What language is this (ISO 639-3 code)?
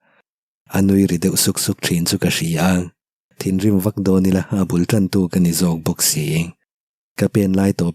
lus